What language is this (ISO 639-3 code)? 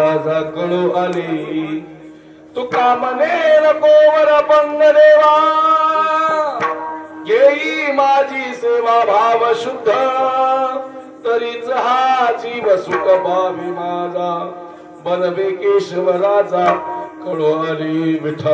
mar